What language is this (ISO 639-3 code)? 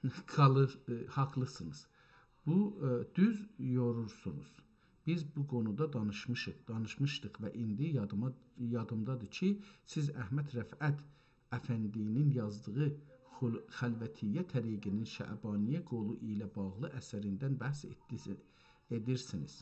azb